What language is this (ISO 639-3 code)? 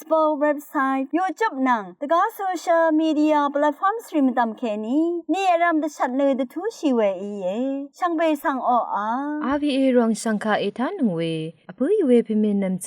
raw